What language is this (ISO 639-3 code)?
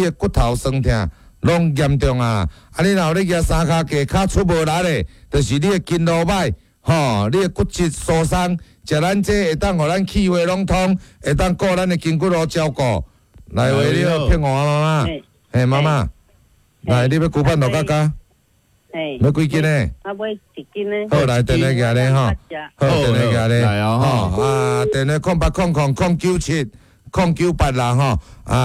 nan